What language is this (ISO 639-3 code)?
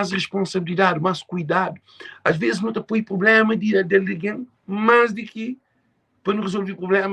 kea